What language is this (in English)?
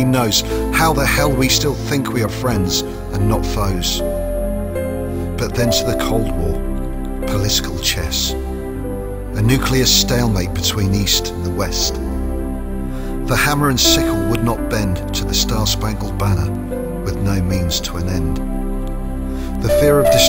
English